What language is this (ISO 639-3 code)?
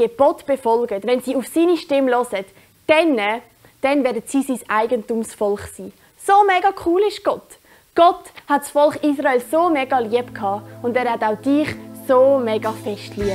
gsw